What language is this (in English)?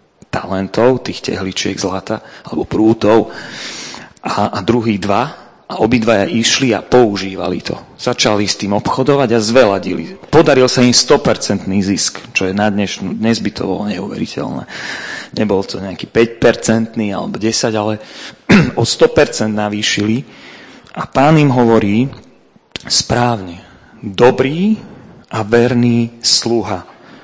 Slovak